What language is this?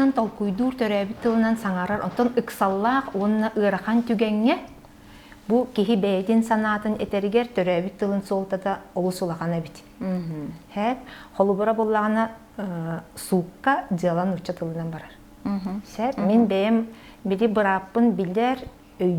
Yakut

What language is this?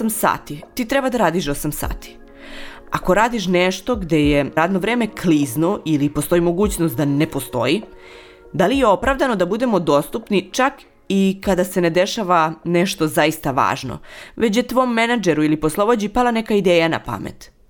Serbian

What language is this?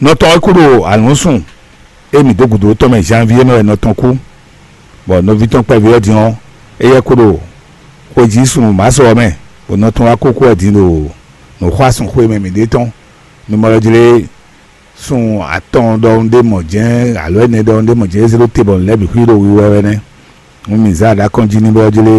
Fon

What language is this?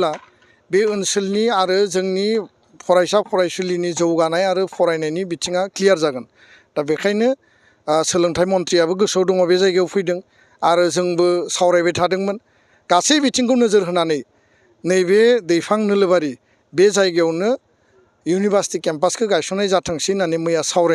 Bodo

